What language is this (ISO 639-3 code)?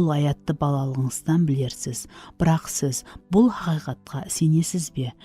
kaa